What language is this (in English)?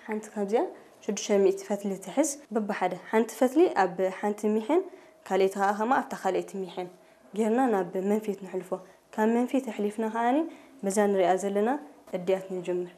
Tigrinya